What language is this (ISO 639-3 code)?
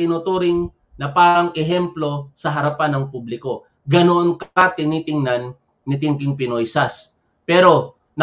fil